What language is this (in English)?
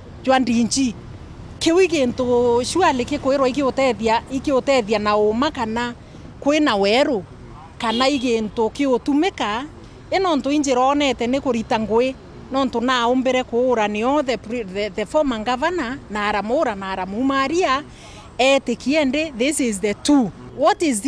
Meru